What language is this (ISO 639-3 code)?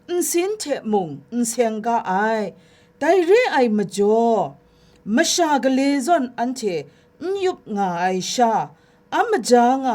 kac